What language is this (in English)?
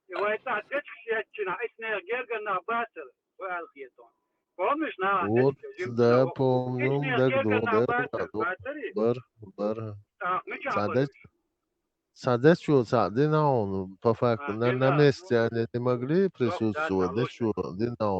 Chechen